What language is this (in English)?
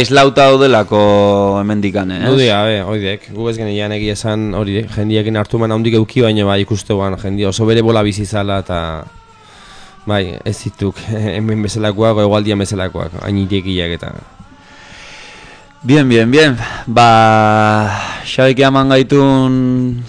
Basque